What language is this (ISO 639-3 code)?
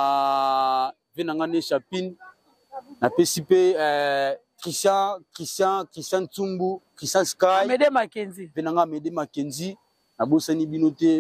lin